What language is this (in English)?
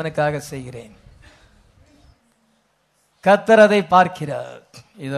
Tamil